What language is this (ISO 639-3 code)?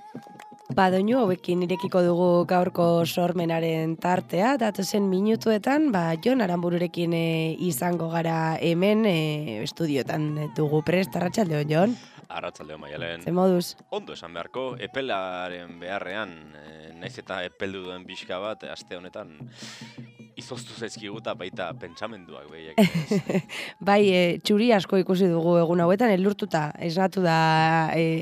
eus